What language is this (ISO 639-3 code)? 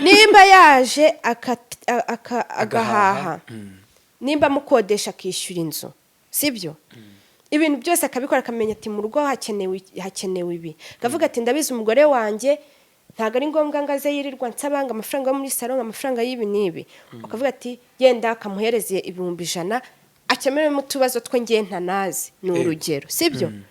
kin